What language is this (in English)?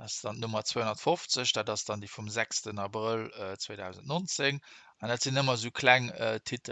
Luxembourgish